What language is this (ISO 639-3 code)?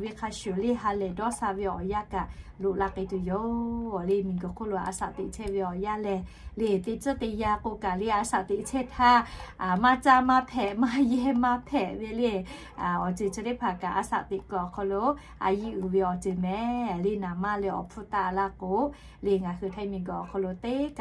lhu